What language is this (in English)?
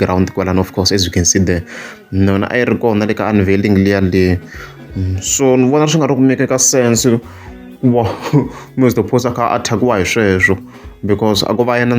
Tsonga